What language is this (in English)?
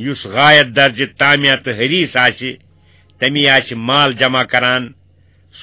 Kashmiri